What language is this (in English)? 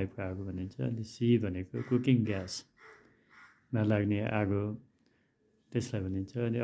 Nepali